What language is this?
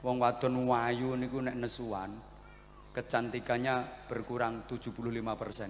Javanese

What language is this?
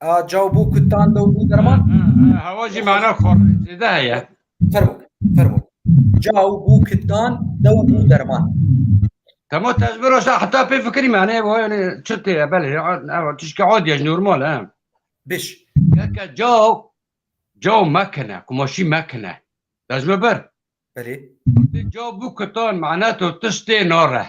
Kurdish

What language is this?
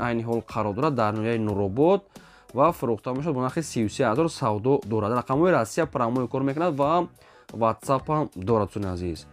Tajik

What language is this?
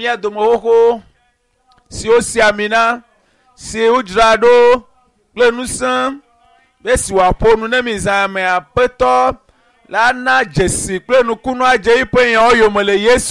Ewe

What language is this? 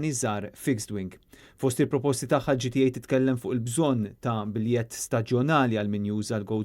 Maltese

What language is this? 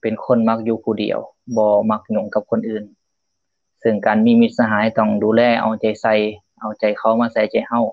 Lao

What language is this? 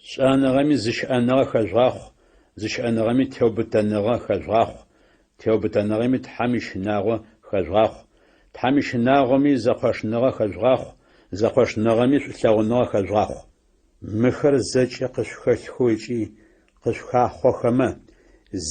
Adyghe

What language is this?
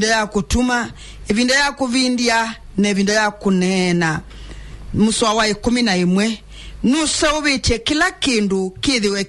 Kamba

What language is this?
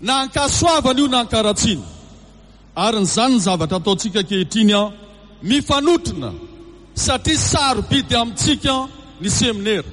Malagasy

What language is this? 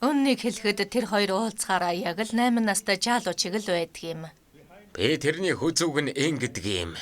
Mongolian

